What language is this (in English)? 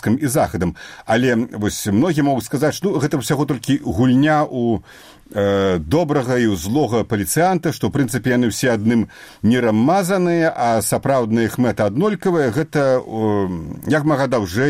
Belarusian